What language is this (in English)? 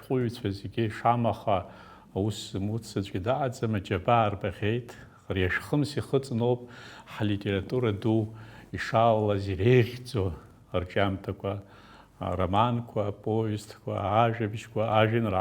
Abkhazian